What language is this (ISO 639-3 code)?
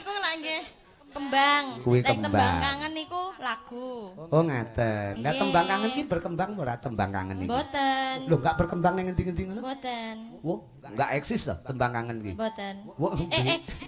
jav